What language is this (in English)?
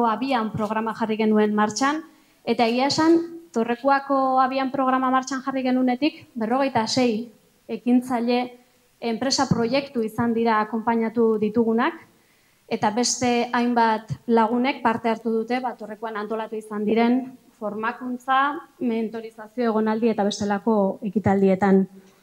Basque